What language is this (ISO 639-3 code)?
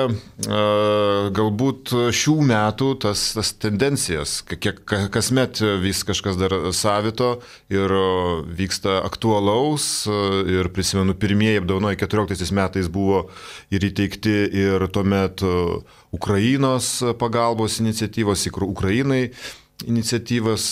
lit